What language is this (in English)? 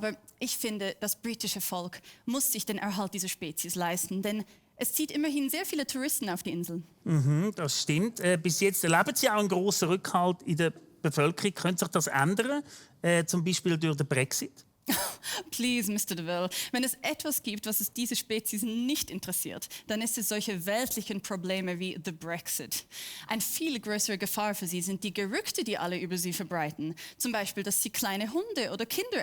Swiss German